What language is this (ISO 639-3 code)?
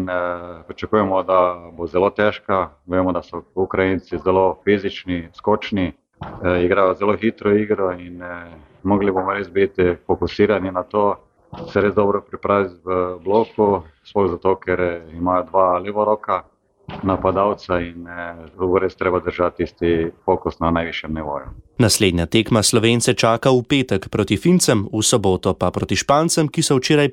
slv